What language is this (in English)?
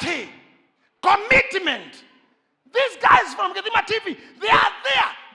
Kikuyu